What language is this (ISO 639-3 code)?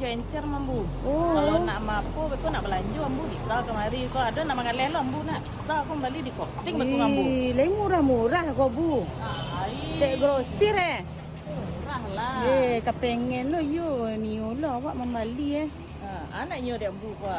min